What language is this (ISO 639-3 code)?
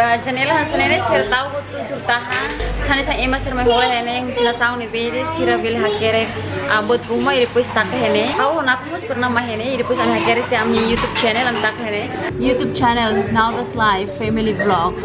tet